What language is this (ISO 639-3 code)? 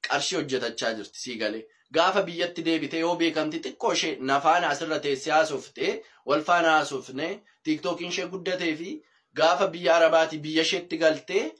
orm